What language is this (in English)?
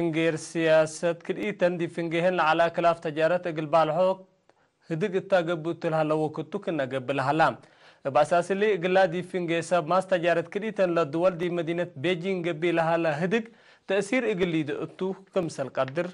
Tigre